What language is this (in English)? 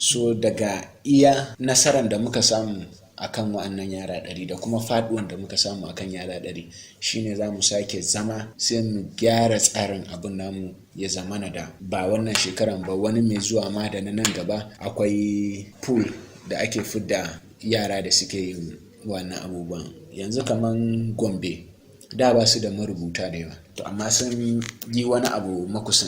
Hausa